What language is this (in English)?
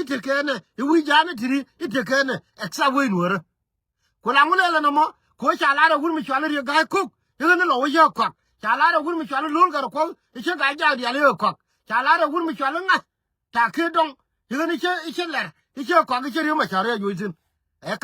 Nuer